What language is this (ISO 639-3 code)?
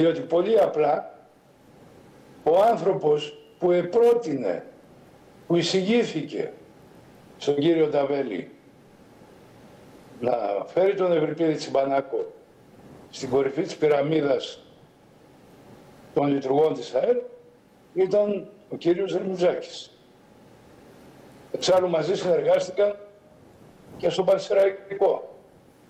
ell